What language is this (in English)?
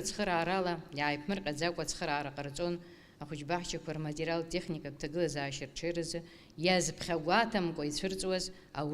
Abkhazian